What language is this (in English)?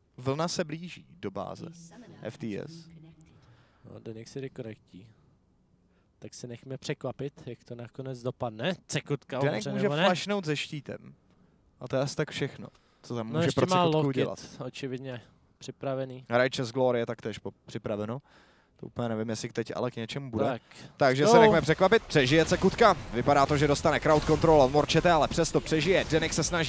Czech